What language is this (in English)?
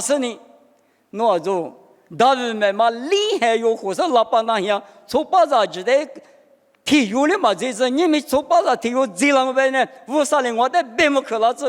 Lisu